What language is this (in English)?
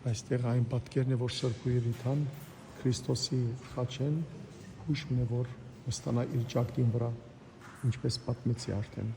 Western Armenian